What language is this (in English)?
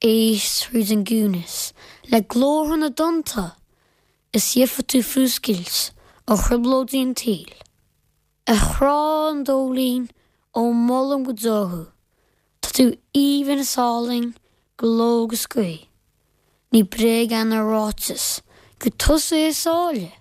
Irish